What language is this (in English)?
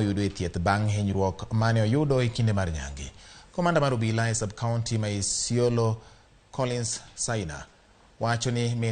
Luo (Kenya and Tanzania)